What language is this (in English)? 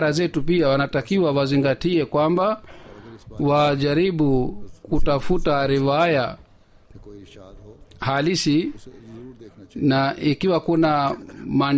Swahili